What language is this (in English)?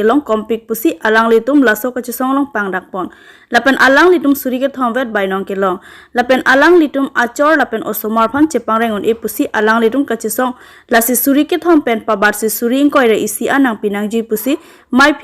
Karbi